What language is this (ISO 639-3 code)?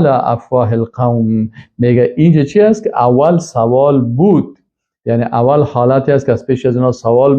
fas